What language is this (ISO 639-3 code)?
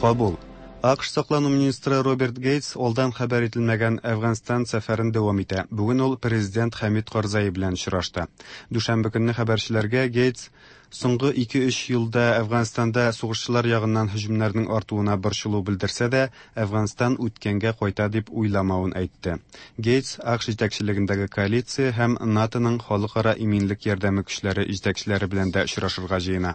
tat